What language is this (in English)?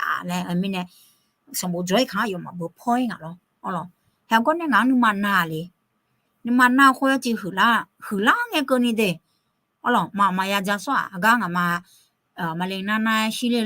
Akha